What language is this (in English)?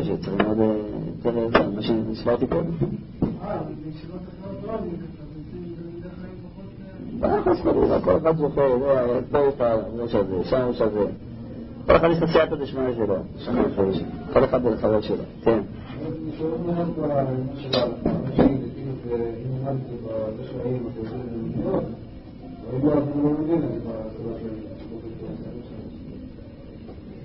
Hebrew